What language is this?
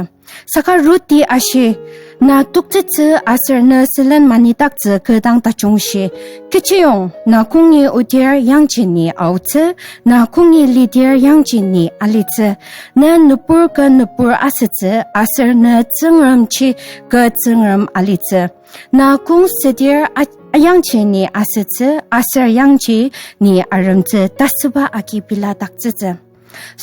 Ao Naga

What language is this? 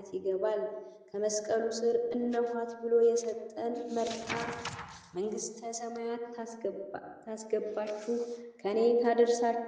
Amharic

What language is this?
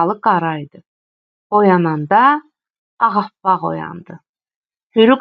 Azerbaijani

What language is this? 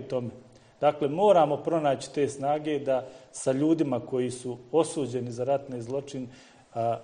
Bosnian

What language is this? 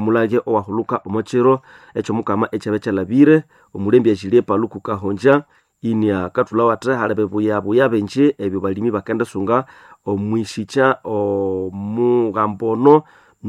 Nande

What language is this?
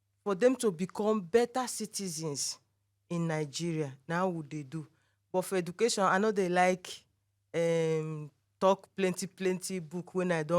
Nigerian Pidgin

